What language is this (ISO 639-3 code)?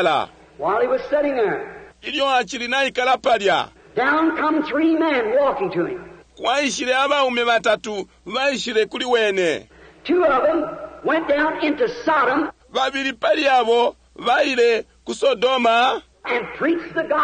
bem